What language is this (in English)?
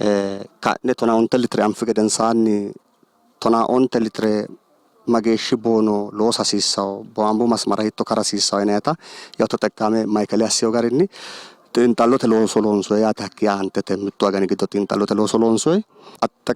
Sidamo